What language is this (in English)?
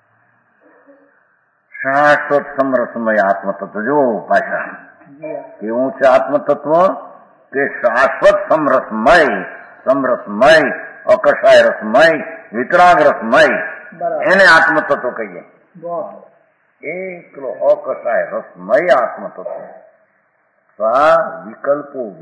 Gujarati